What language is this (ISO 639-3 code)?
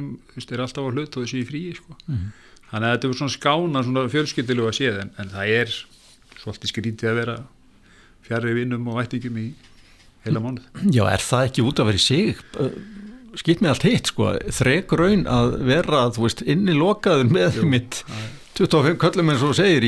isl